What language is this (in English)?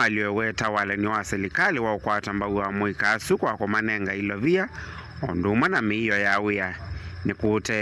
Kamba